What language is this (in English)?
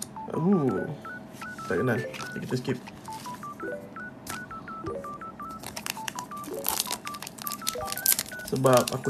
Malay